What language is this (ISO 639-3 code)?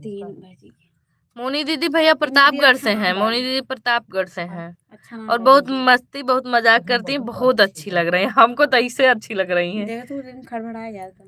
awa